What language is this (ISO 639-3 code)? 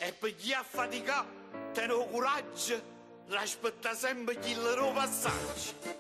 nap